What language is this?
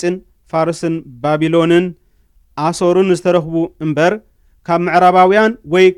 Tigrinya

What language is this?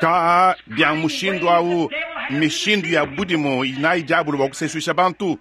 Luba-Lulua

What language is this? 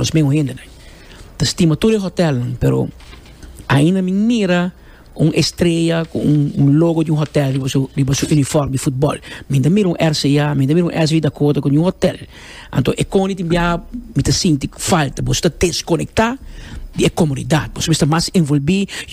Papiamento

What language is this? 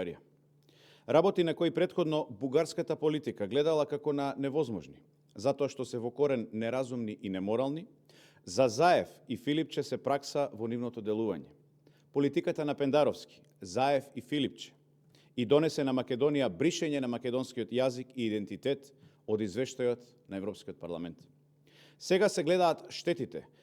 Macedonian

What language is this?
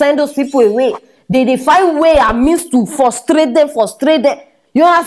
Nigerian Pidgin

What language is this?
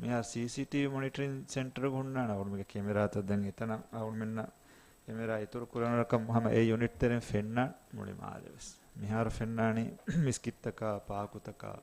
Divehi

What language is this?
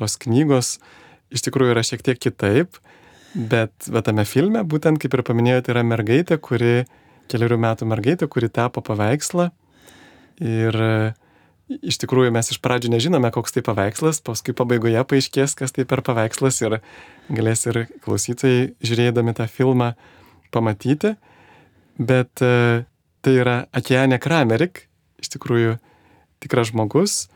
Lithuanian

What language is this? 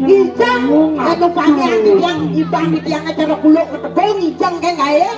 Balinese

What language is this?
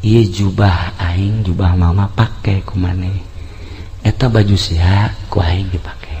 Sundanese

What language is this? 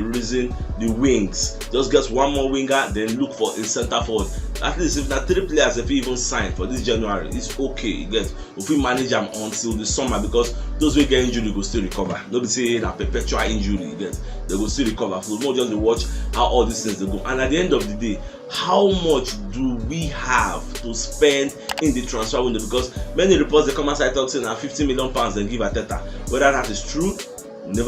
Nigerian Pidgin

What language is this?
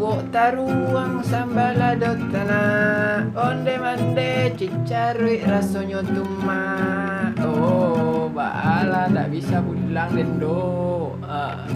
Minangkabau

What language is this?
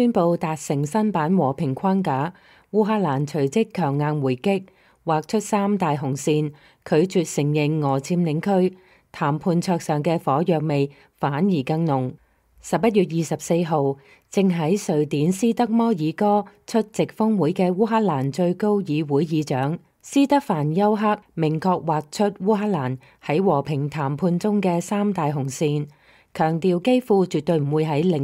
Cantonese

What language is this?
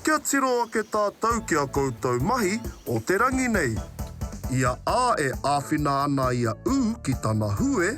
Māori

